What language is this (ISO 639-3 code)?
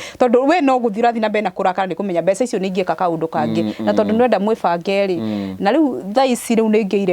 kik